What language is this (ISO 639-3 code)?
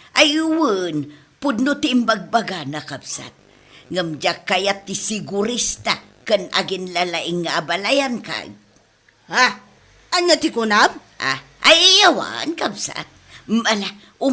ilo